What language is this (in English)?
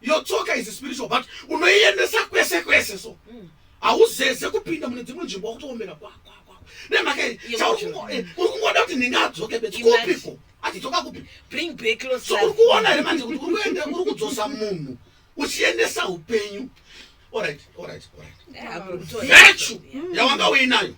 Shona